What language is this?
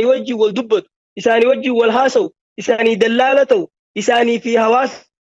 Oromo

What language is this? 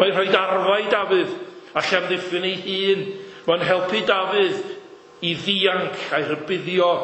Welsh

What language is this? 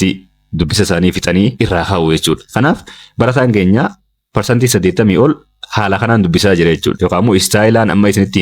Oromo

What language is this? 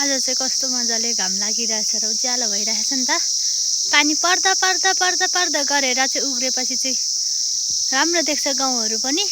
Nepali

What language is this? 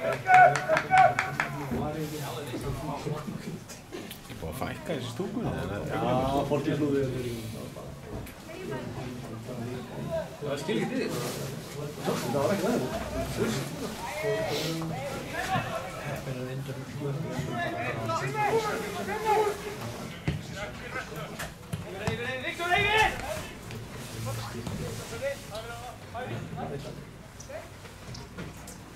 Icelandic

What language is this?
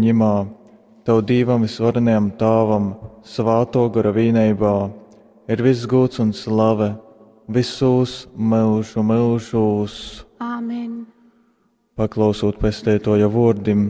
Latgalian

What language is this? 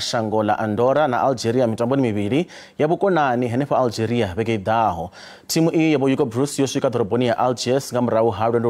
Venda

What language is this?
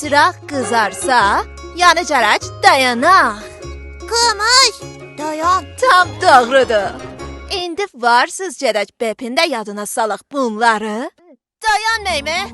South Azerbaijani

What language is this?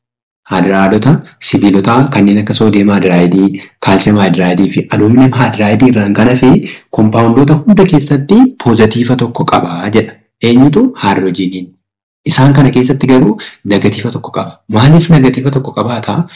Oromo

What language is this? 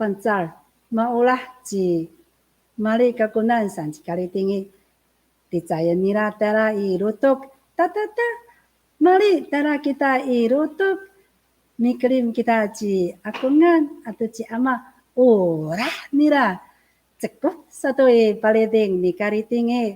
Amis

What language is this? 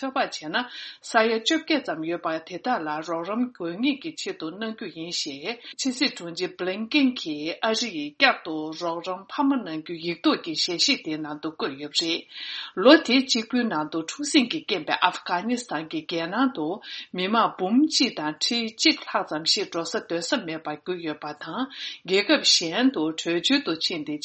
Tibetan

